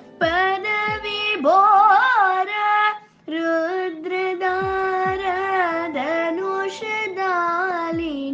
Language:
Telugu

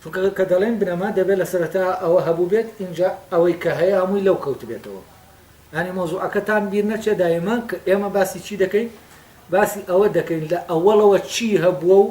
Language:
Central Kurdish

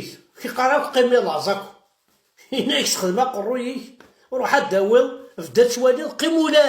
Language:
Kabyle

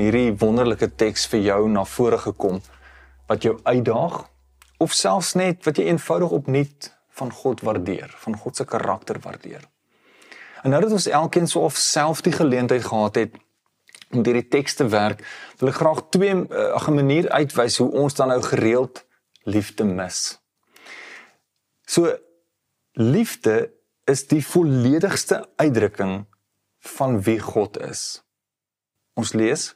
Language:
Afrikaans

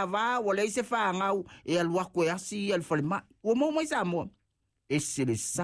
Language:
Samoan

